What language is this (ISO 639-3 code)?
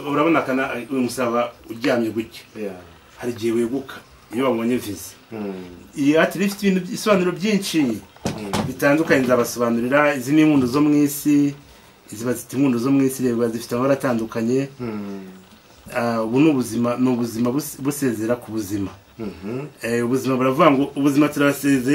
kin